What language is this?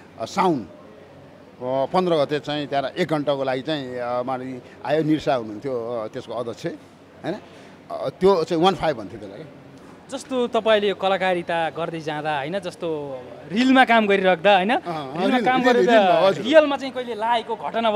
Nepali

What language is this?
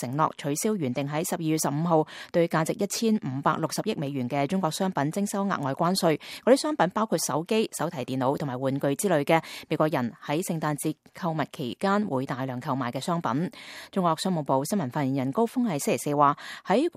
Cantonese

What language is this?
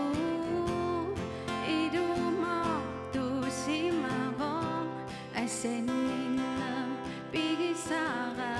Kalaallisut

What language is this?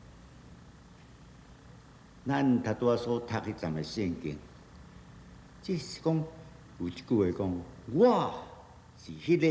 Min Nan Chinese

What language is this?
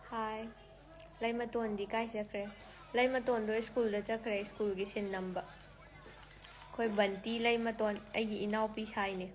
Manipuri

